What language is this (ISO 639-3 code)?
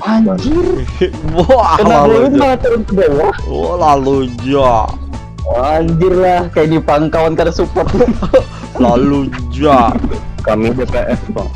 bjn